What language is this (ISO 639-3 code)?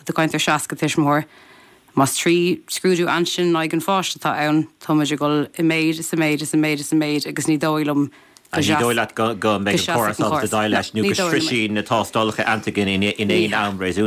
gle